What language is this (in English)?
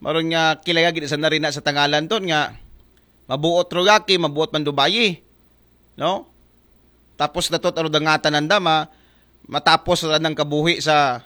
Aklanon